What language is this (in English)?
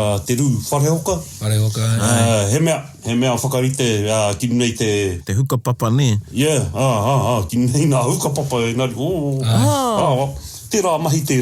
Māori